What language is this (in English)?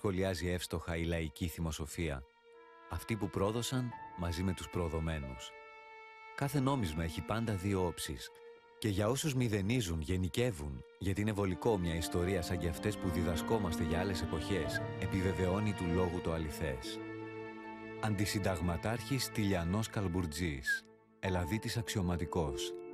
Greek